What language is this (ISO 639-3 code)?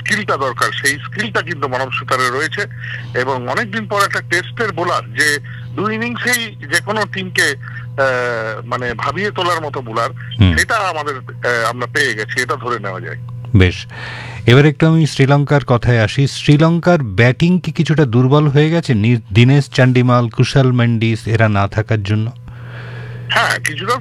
ben